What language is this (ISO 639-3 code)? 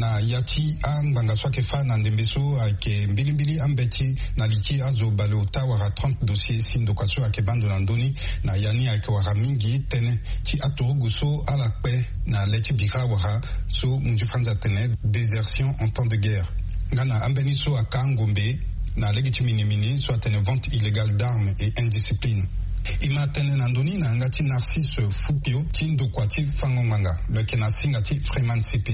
sag